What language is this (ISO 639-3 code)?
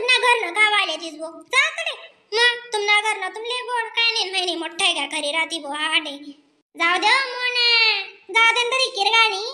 khn